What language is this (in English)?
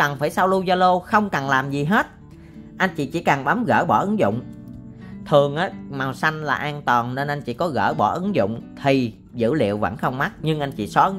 Vietnamese